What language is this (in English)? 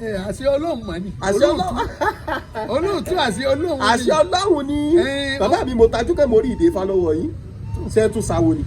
Yoruba